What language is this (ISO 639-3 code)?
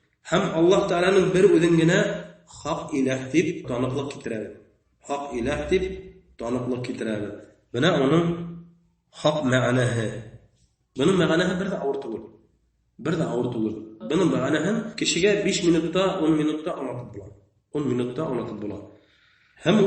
bak